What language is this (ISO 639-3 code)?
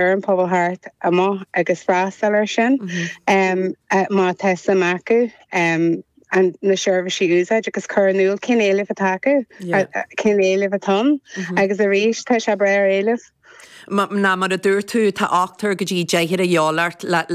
gle